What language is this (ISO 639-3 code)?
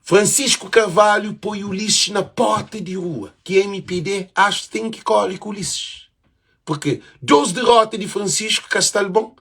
kea